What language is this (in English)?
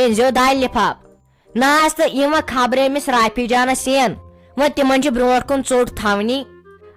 Kashmiri